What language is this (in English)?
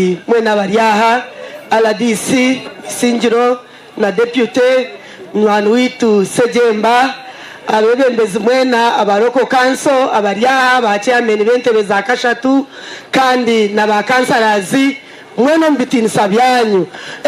Nyankole